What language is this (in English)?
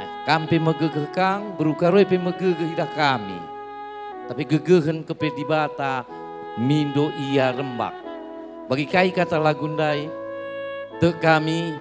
Batak Karo